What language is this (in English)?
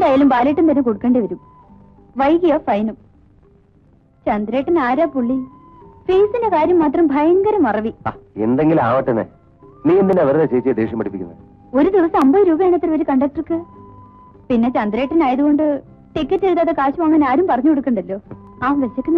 Malayalam